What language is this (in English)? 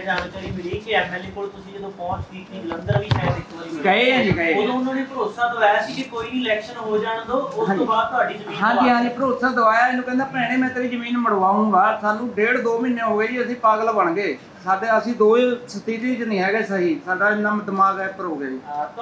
Punjabi